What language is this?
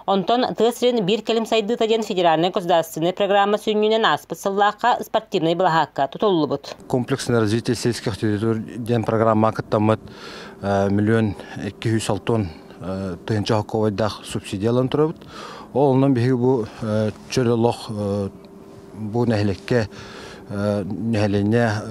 Yakut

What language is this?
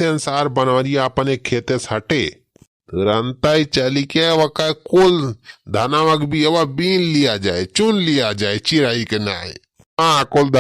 Awadhi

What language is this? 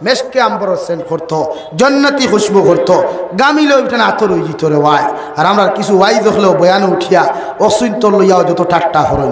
Sylheti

